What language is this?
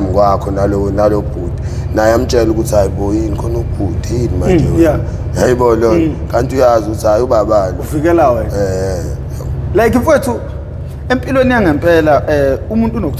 Zulu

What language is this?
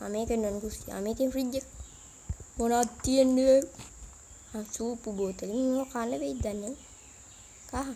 Sinhala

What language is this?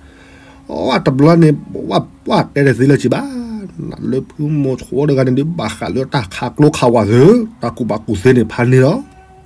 S'gaw Karen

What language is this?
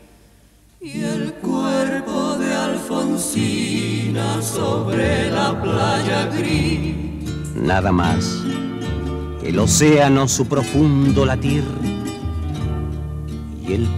Spanish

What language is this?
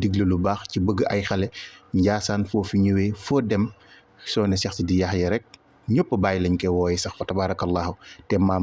Wolof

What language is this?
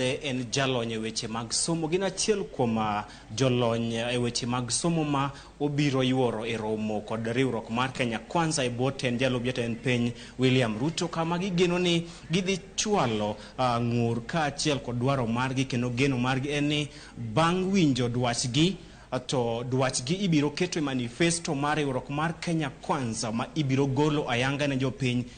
Luo (Kenya and Tanzania)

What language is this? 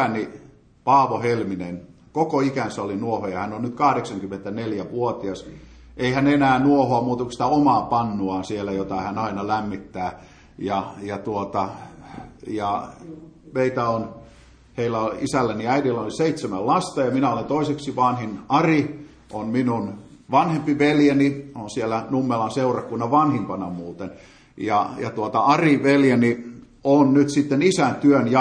Finnish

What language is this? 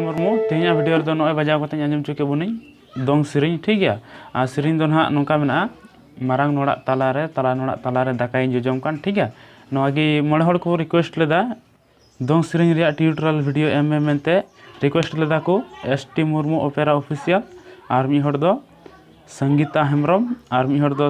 Santali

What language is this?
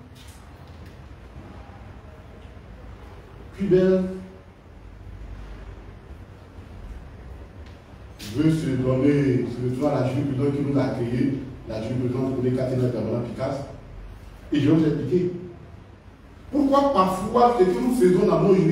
French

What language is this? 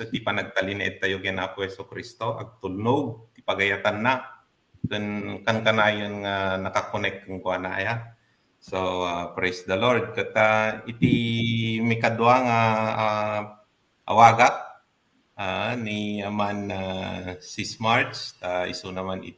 Iloko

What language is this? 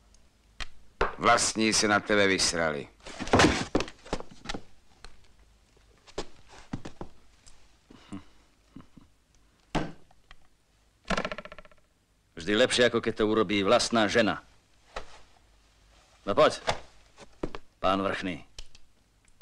Slovak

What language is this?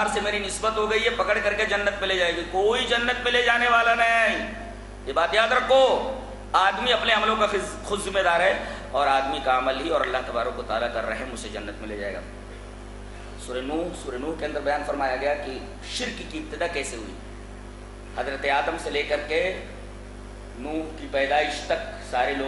Urdu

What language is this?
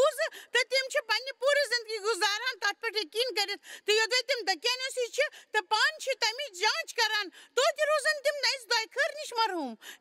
Kashmiri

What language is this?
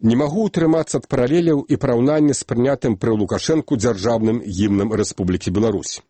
Belarusian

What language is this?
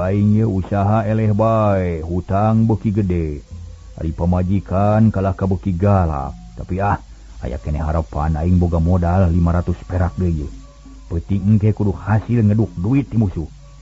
Sundanese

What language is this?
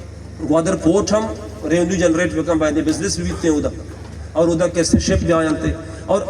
Baluchi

